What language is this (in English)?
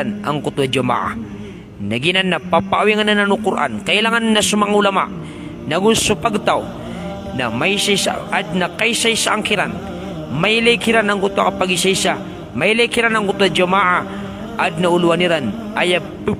Maranao